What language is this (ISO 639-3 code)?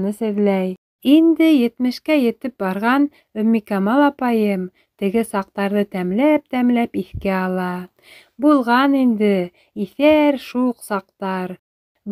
bak